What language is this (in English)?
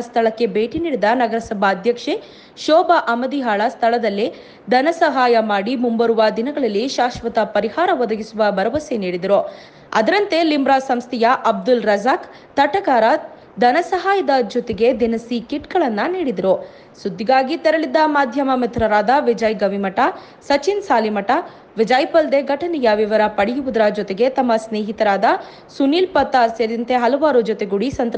Kannada